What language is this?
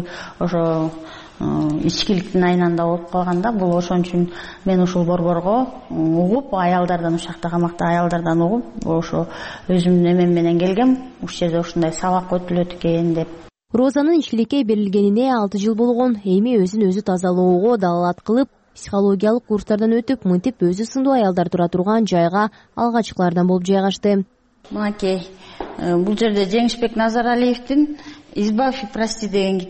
Kyrgyz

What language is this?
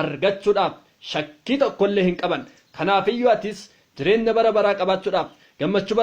Oromo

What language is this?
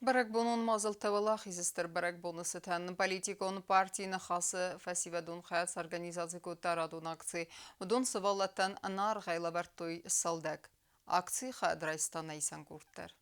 Ossetic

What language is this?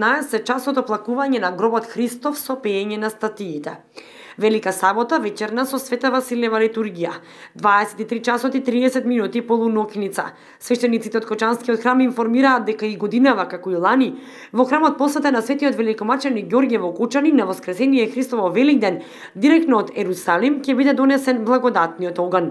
Macedonian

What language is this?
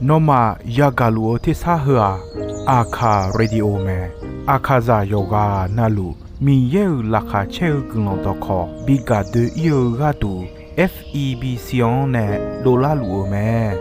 Akha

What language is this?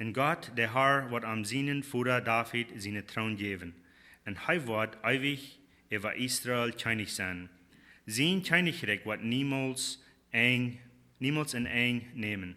Plautdietsch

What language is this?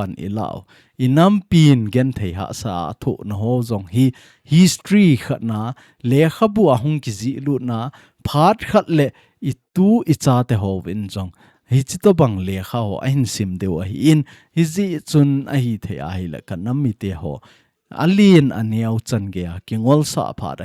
Thado Chin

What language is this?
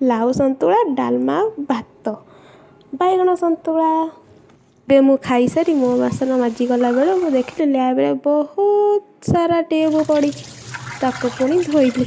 Odia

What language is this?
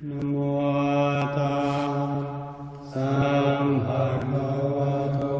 Pali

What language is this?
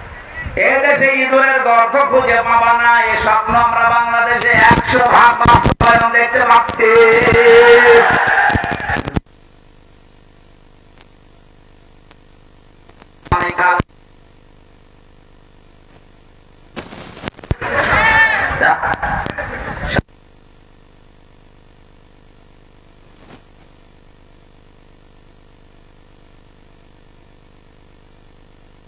Bangla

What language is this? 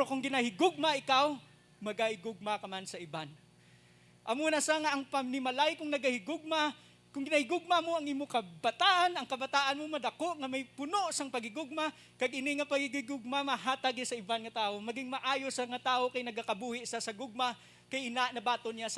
Hiligaynon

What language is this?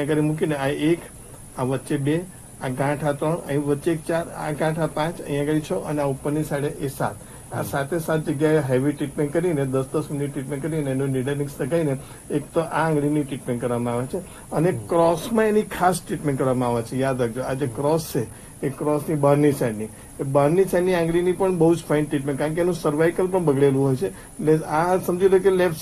Gujarati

